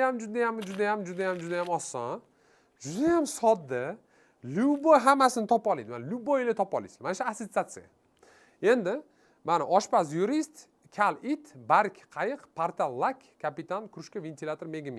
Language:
Uzbek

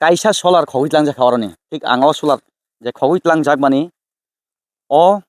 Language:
Kok Borok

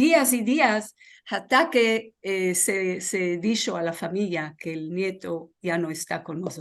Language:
Ladino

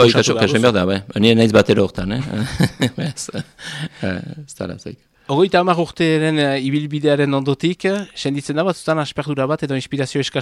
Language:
Basque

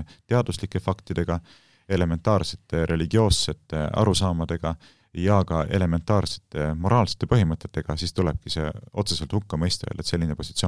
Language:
Estonian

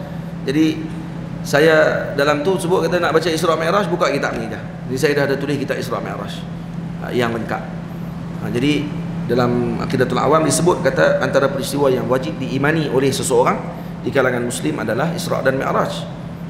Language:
Malay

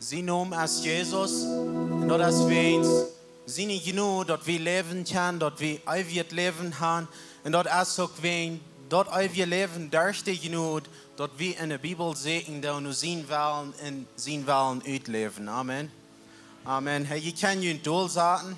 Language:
Plautdietsch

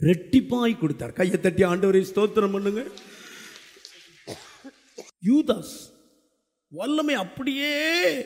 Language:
Tamil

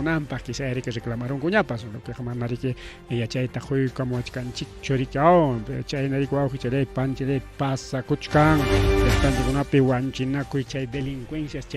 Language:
Ayacucho Quechua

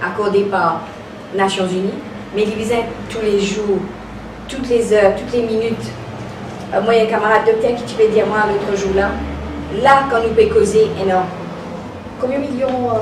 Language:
Morisyen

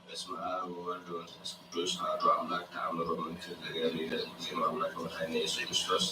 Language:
Geez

